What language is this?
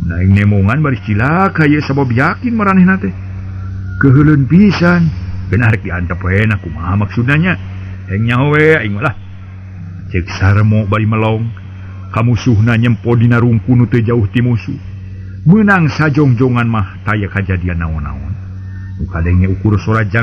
Sundanese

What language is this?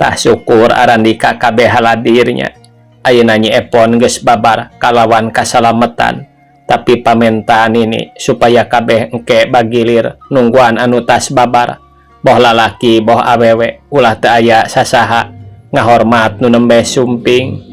Sundanese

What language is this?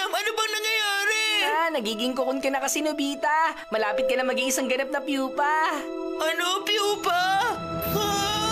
Filipino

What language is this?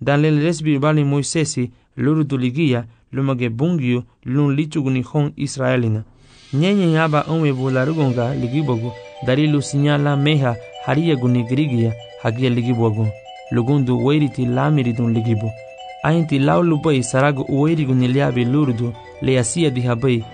Garifuna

